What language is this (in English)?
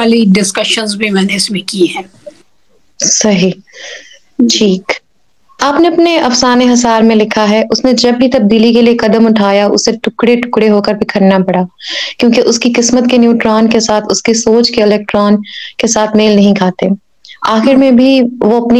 Urdu